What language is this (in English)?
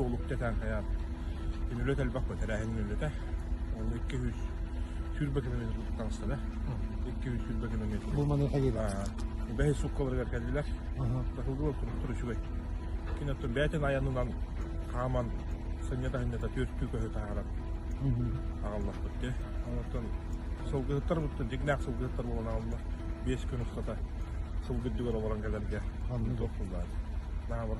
Yakut